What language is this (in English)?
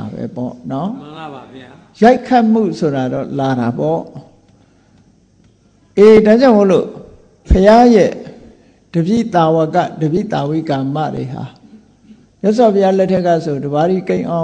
Burmese